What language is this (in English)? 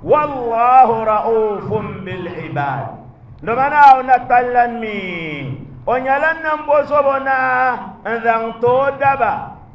Dagbani